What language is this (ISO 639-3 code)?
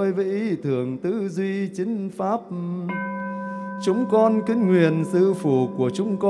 vie